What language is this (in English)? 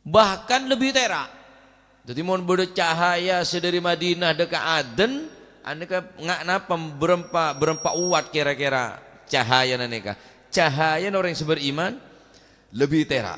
Madurese